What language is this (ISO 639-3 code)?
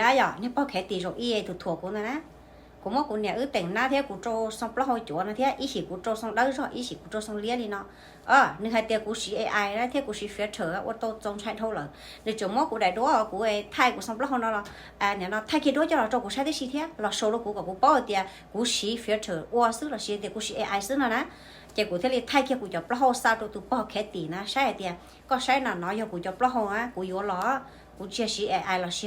hmn